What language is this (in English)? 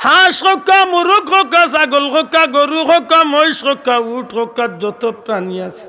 Sylheti